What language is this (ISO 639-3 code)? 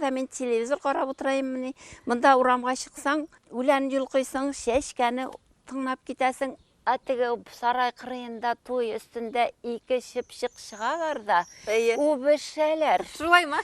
bak